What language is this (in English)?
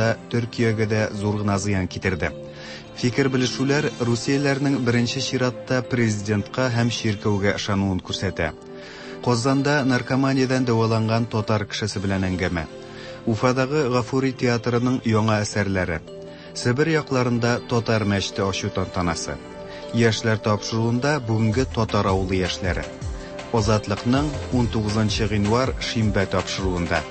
Tatar